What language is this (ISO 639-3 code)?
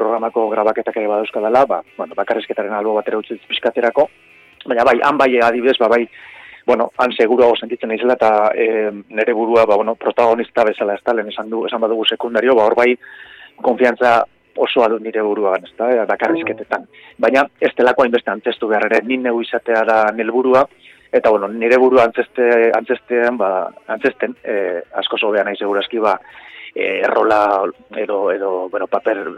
eus